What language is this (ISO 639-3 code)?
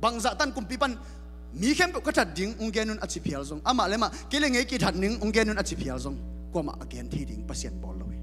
ctd